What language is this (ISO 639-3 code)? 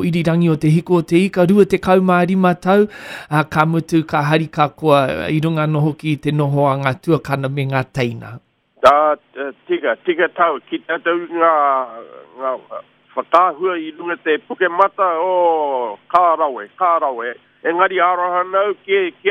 mri